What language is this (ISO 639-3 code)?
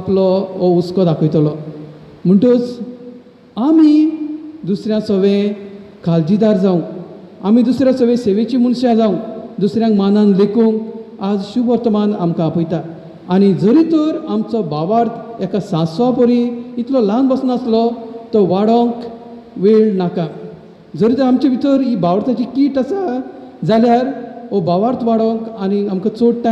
kok